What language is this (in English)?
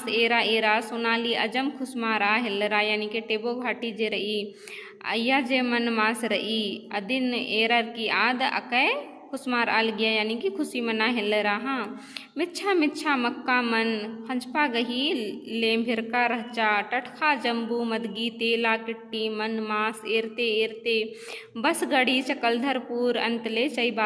Kurukh